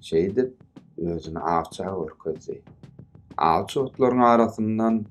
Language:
Turkmen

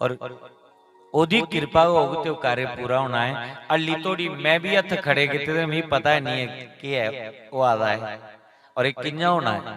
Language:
Dogri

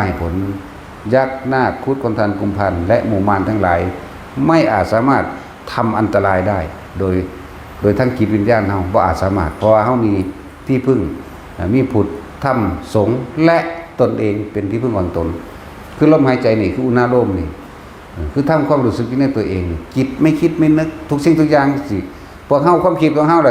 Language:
Northeastern Thai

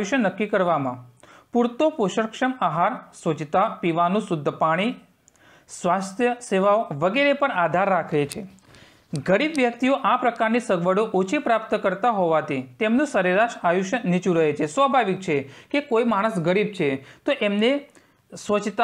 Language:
Gujarati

